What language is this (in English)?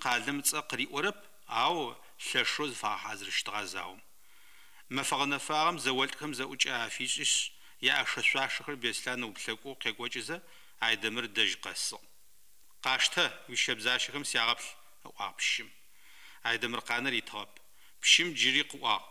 Adyghe